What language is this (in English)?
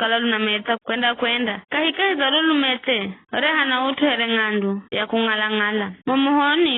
Giryama